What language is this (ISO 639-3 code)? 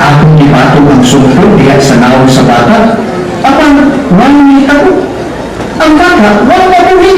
ceb